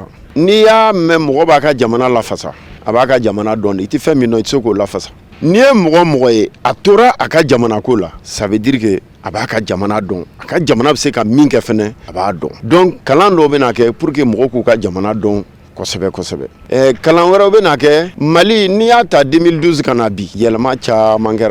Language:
Bambara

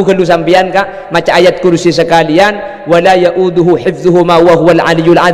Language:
Madurese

